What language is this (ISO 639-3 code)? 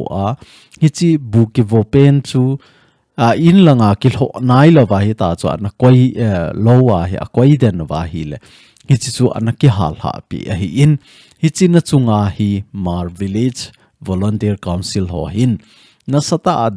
tcz